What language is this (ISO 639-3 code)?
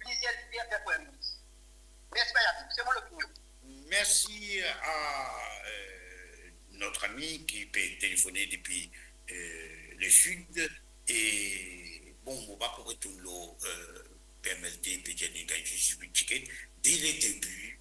mfe